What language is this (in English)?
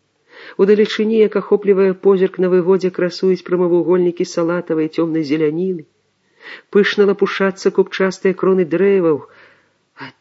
Belarusian